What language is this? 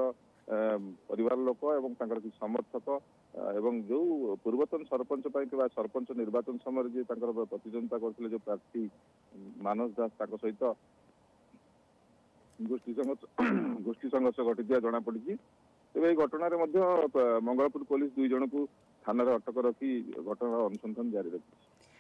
Odia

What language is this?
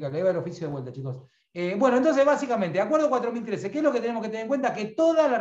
Spanish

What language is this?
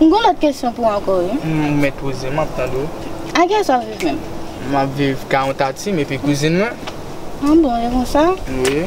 Haitian Creole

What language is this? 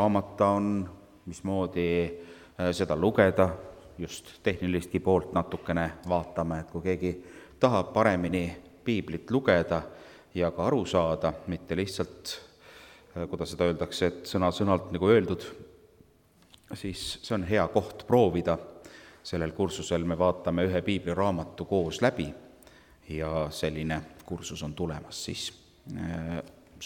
Estonian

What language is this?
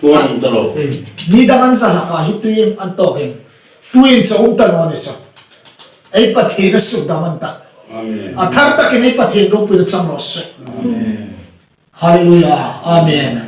Hmar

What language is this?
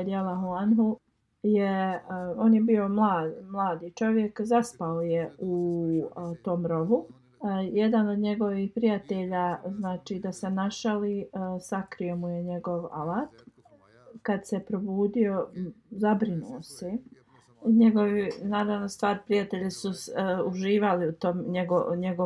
Bosnian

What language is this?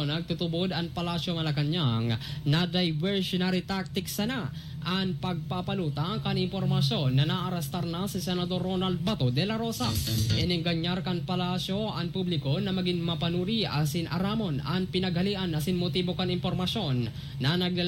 Bikol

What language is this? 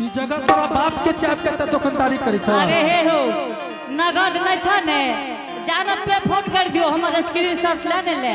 Angika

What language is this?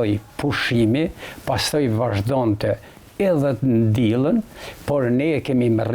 Albanian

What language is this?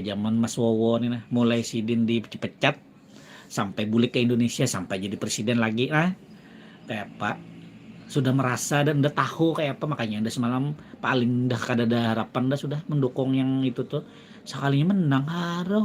Banjar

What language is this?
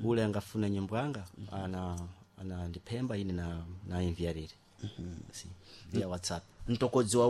Sena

